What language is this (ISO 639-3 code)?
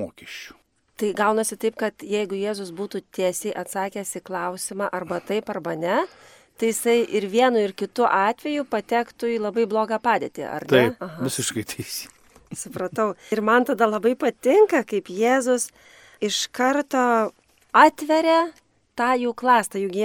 lit